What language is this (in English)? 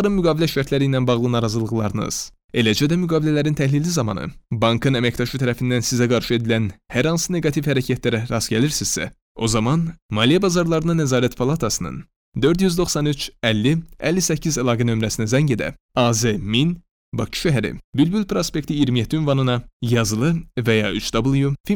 Azerbaijani